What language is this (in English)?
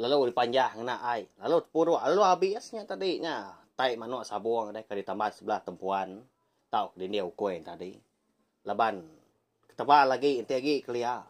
Iban